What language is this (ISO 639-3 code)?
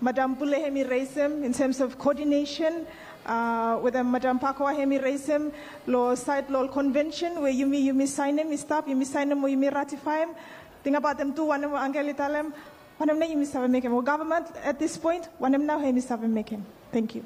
bis